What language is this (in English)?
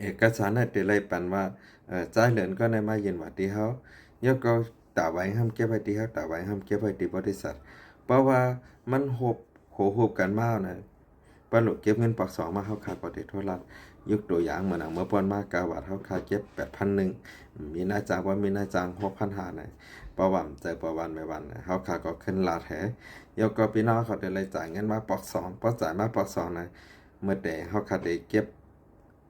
Shan